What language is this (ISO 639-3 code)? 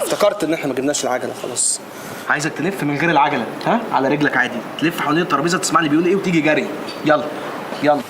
arz